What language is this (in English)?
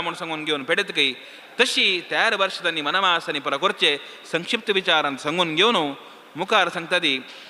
Konkani